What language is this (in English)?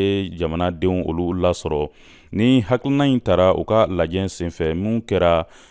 Bambara